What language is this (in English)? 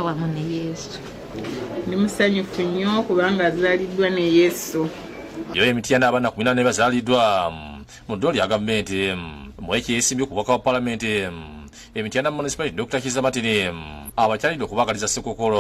Ganda